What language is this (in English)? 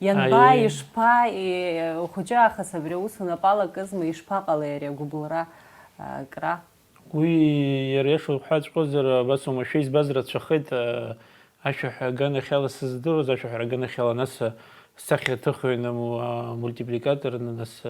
Abkhazian